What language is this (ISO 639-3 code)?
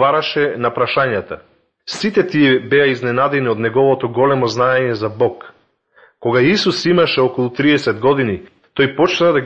mkd